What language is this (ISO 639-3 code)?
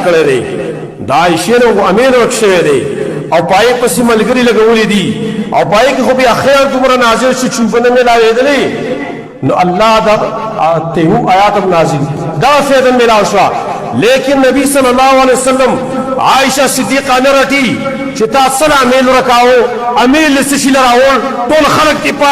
pus